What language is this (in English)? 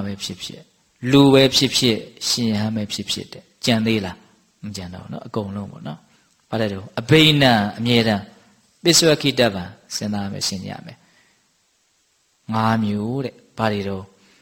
Burmese